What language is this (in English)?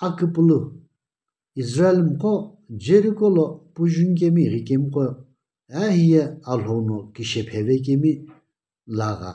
Sumi Naga